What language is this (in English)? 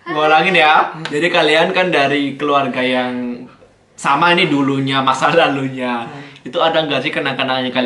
Indonesian